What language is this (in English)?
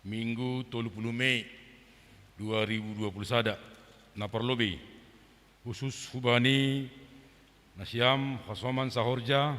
Batak Simalungun